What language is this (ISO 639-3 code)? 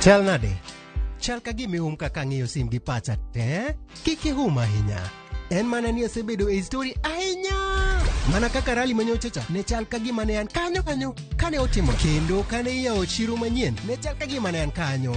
luo